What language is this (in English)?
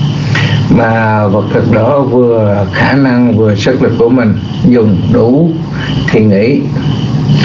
Vietnamese